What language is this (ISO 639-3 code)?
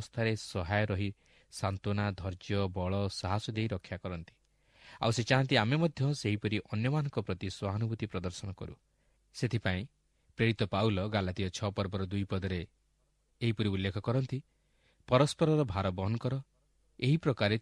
ori